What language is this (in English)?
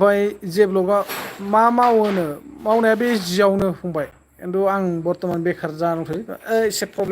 Bodo